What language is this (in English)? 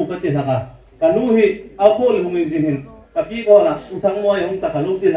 Hmar